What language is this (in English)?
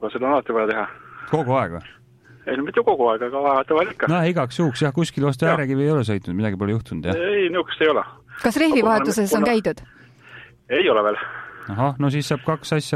Estonian